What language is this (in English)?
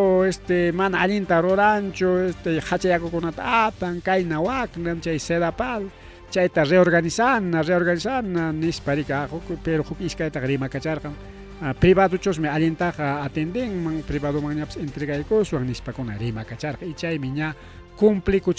Ayacucho Quechua